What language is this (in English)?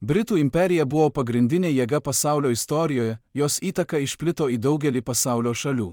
Lithuanian